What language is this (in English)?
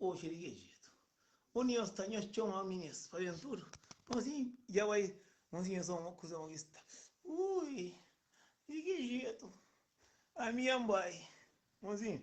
Kabuverdianu